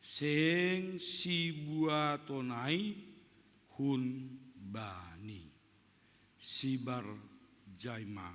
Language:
Batak Simalungun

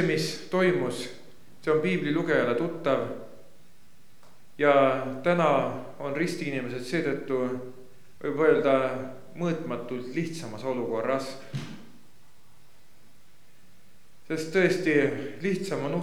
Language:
Estonian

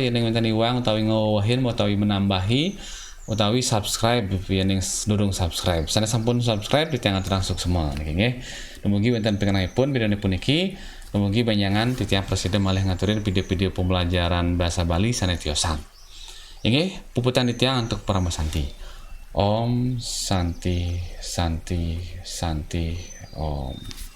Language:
Balinese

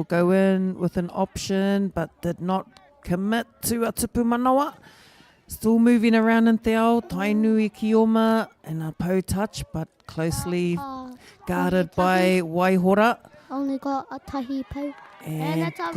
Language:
Māori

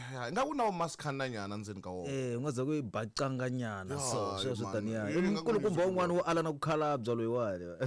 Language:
Tsonga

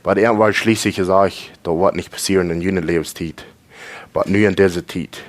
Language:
Plautdietsch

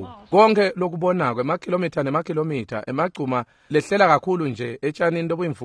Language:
Swati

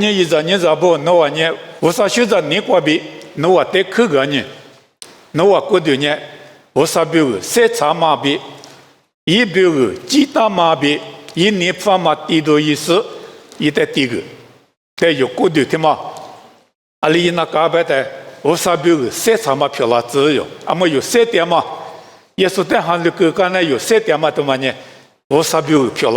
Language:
Lisu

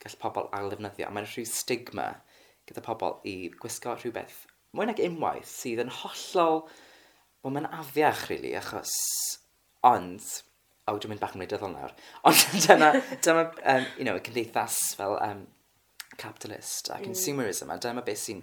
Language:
Welsh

